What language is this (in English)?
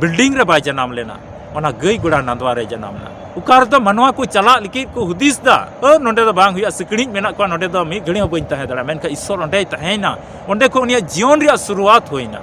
Santali